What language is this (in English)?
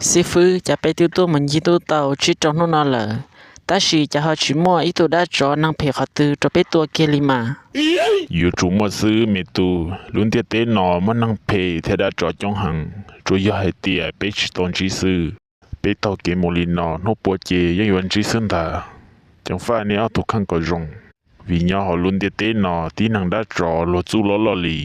Hmong